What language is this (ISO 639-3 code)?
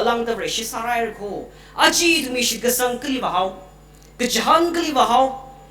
nmf